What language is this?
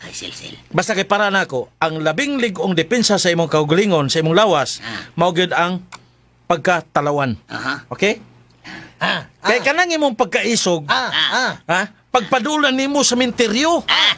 Cebuano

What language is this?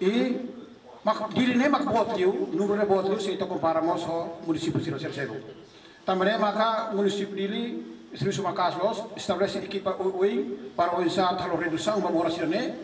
Tetum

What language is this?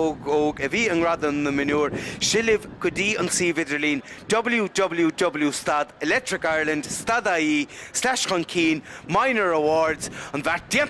Irish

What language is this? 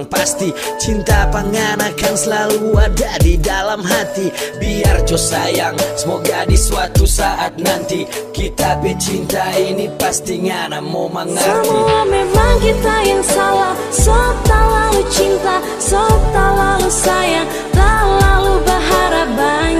Manado Malay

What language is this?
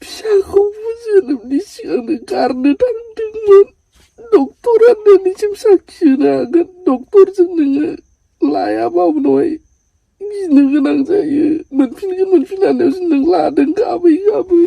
Bodo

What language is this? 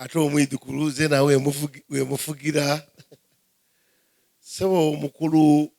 Soga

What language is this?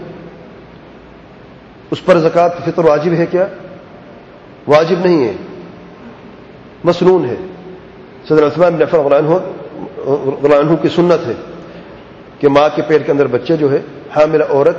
Urdu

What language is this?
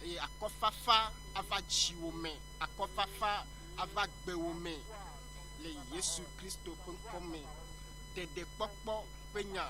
Ewe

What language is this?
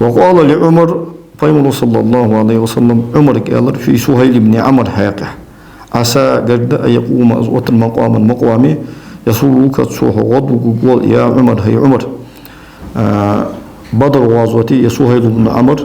Ingush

